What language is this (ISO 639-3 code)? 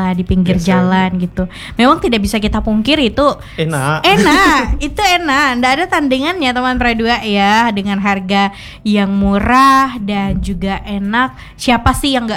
ind